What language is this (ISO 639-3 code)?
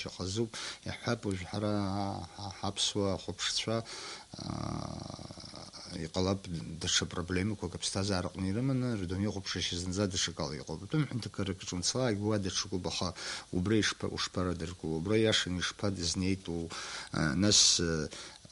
abk